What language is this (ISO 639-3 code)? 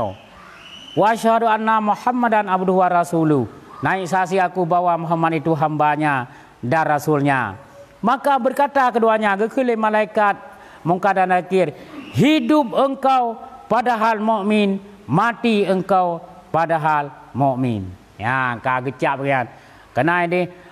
ace